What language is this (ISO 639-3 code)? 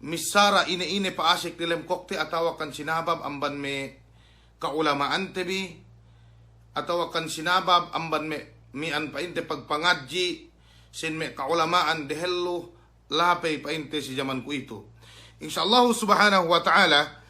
yka